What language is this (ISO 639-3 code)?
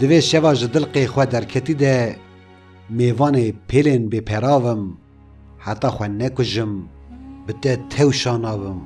kur